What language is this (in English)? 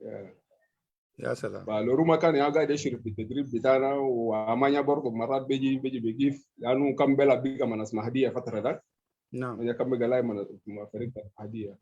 Sudanese Arabic